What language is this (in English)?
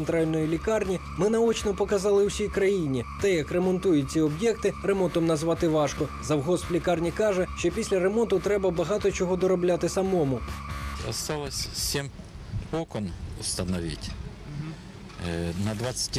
Ukrainian